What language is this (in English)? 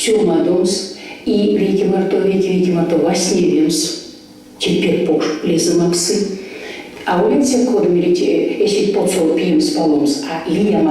Erzya